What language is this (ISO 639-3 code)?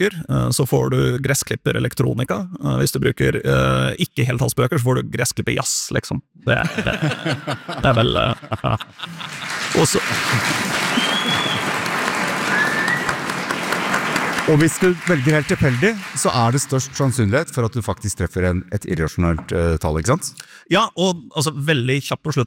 nor